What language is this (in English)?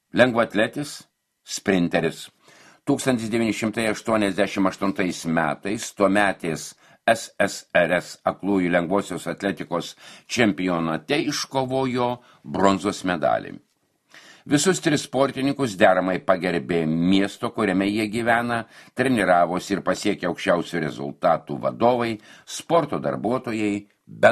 Lithuanian